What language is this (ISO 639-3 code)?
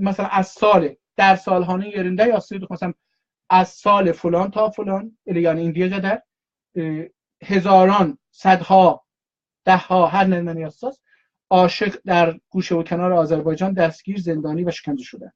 azb